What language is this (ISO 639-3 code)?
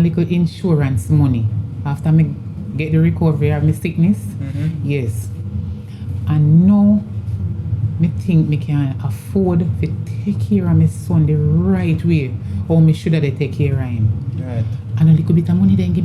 jam